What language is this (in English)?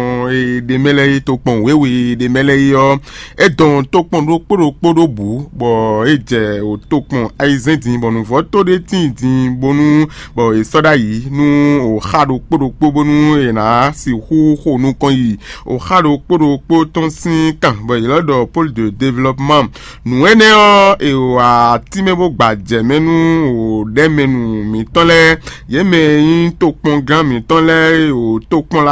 Fon